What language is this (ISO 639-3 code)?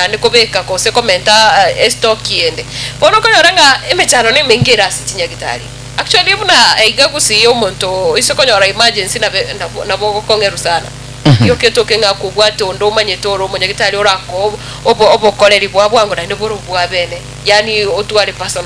guz